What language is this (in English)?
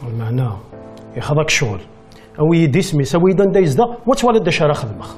Kabyle